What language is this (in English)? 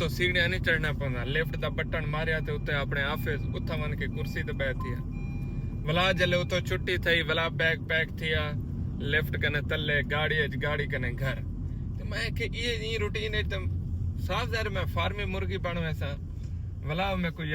Saraiki